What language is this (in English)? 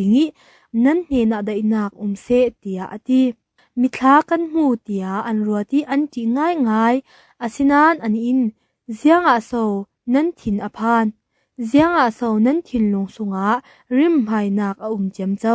Falam Chin